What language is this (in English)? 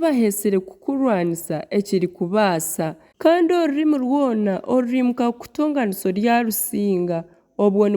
Nyankole